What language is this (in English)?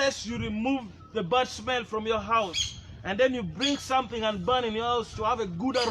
Acoli